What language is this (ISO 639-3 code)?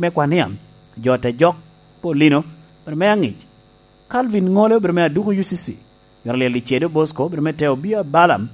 laj